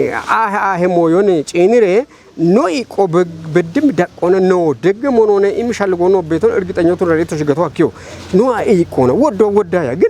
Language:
Kafa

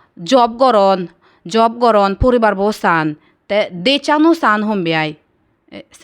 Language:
Chakma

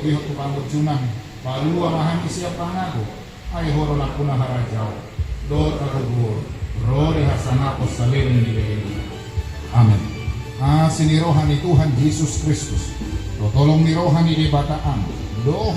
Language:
Batak Toba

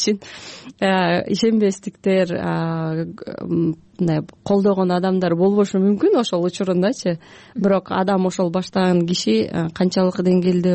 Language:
Kyrgyz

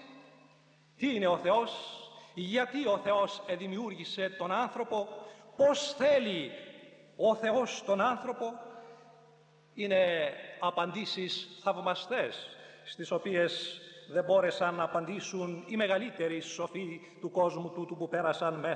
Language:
Greek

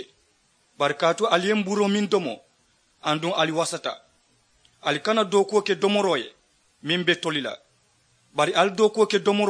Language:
Mandingo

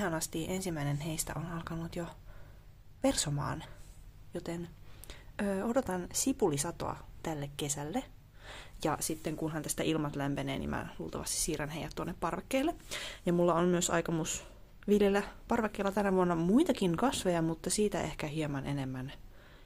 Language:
Finnish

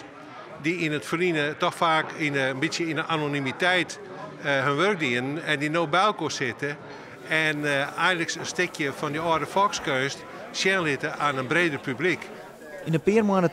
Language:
Western Frisian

